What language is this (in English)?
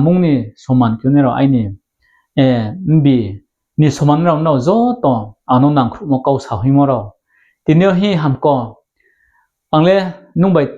Riang (India)